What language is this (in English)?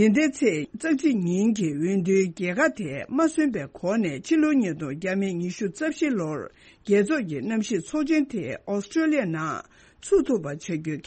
Tibetan